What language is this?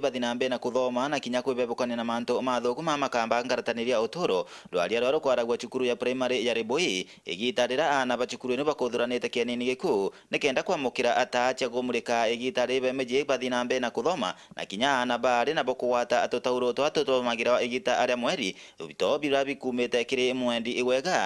Meru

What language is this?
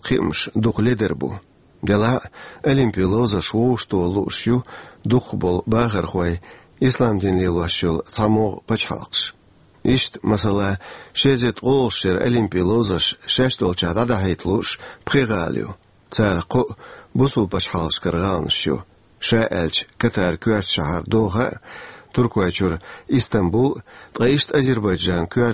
Chechen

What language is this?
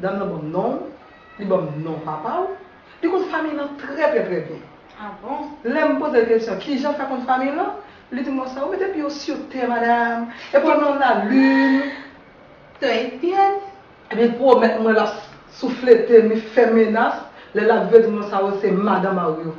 Haitian Creole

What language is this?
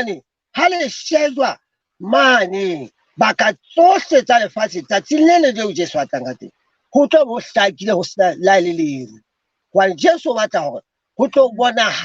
Southern Sotho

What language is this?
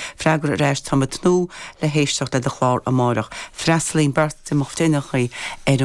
Irish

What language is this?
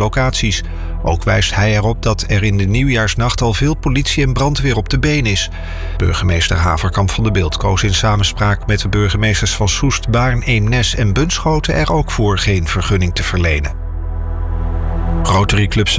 Dutch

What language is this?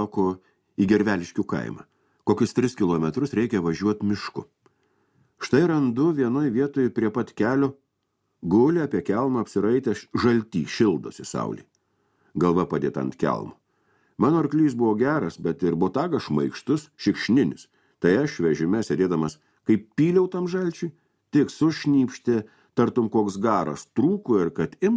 Lithuanian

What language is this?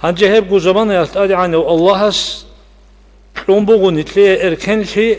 Avaric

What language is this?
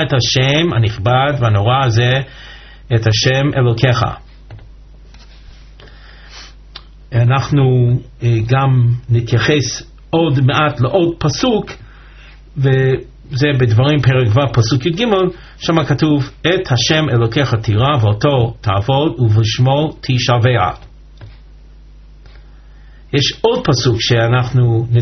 Hebrew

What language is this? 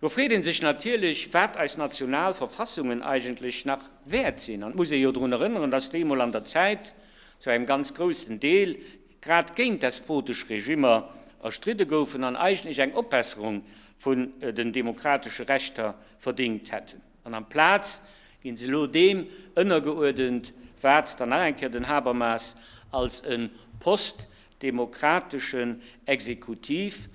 Luxembourgish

